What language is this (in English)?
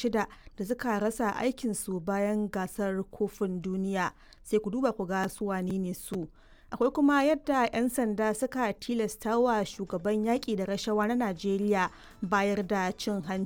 Hausa